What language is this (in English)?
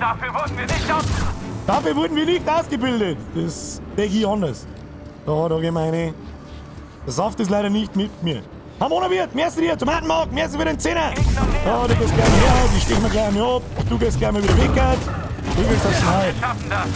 Bavarian